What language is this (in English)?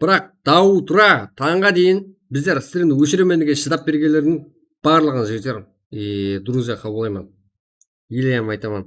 Kara-Kalpak